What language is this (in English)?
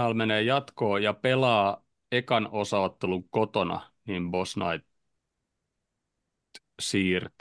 Finnish